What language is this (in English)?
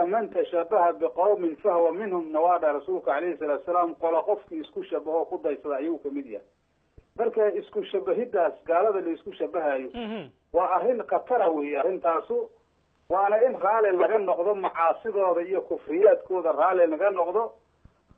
Somali